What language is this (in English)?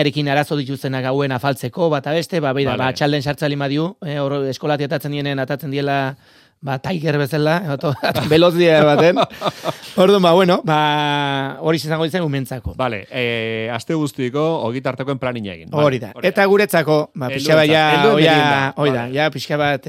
Basque